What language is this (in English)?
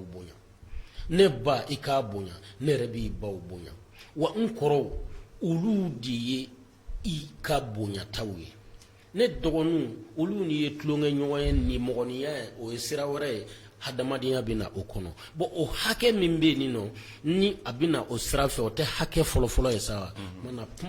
Bambara